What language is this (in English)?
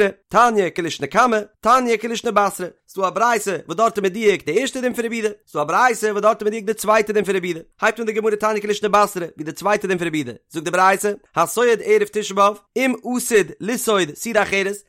Yiddish